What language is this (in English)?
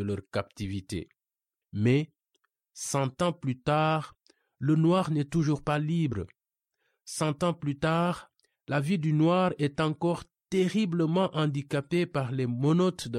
French